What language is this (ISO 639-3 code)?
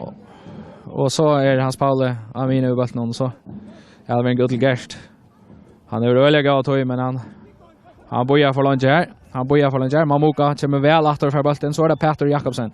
fao